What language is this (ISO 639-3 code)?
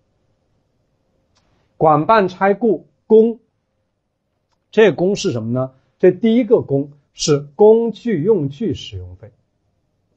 zho